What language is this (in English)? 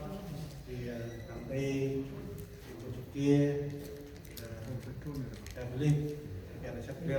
Central Mnong